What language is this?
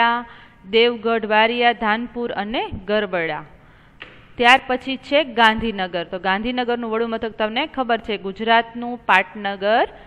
Gujarati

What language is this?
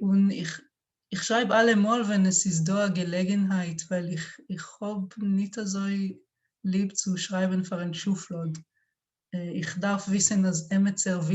Yiddish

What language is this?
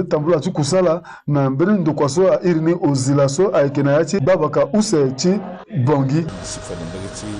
Sango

